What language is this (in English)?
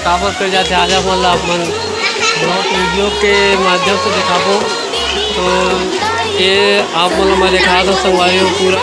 Chhattisgarhi